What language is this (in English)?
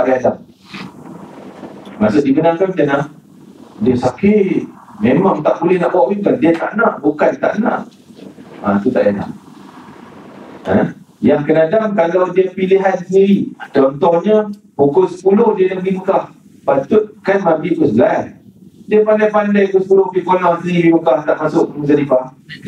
Malay